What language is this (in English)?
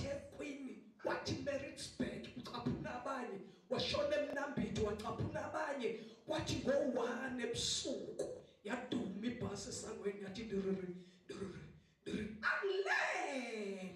Zulu